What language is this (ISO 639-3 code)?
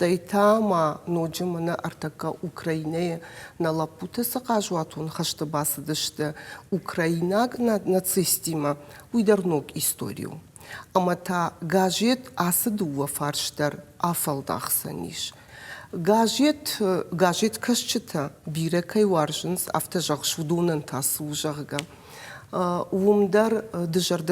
oss